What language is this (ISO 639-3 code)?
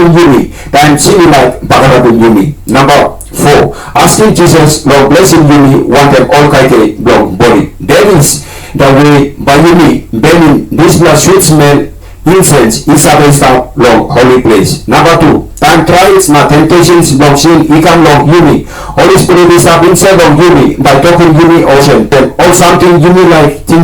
tpi